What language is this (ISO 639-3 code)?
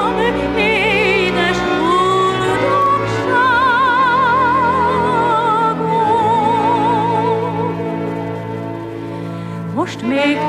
hun